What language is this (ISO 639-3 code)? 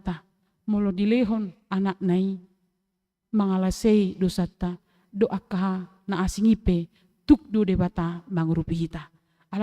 bbc